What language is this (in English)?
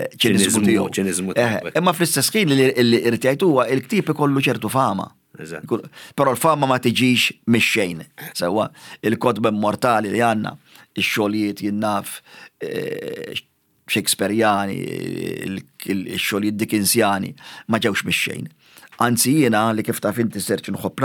Maltese